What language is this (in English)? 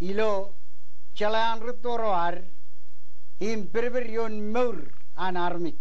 Marshallese